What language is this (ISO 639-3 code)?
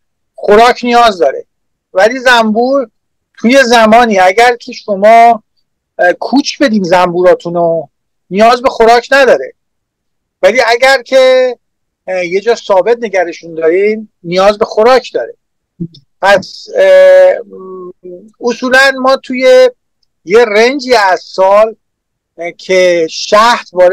fas